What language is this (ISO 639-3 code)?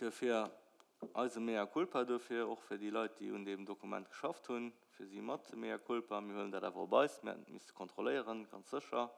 ltz